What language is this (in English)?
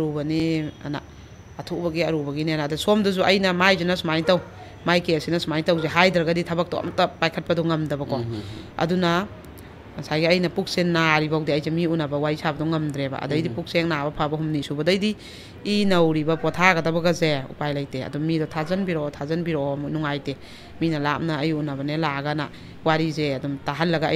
Manipuri